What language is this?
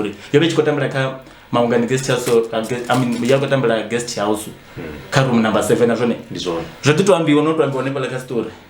Venda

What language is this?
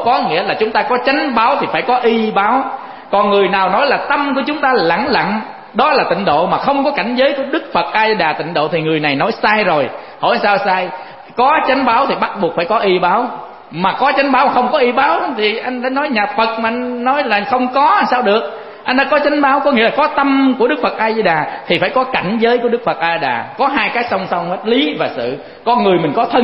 Vietnamese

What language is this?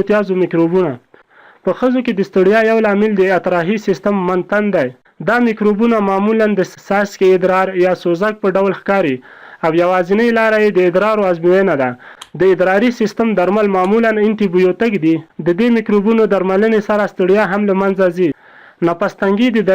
Pashto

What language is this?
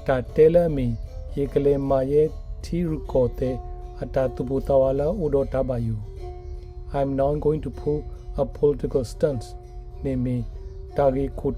S'gaw Karen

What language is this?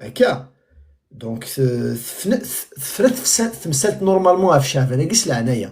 Kabyle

